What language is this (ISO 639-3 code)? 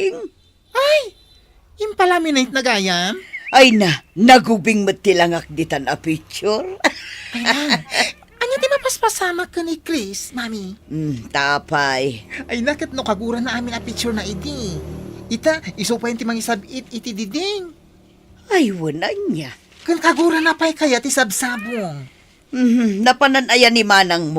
ilo